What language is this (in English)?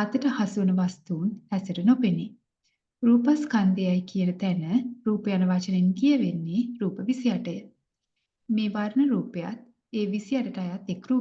Sinhala